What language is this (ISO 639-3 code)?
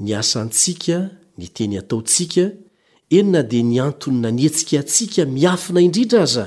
mlg